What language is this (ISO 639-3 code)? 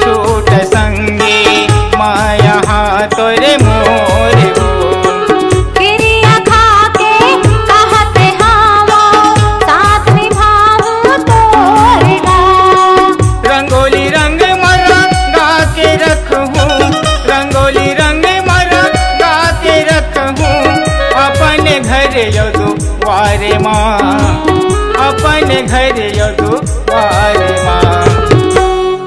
hne